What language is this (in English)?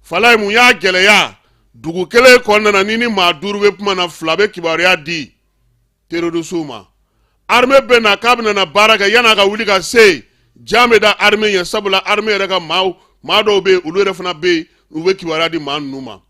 Bambara